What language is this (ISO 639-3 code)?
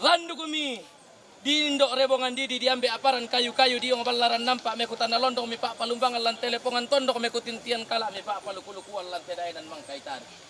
sda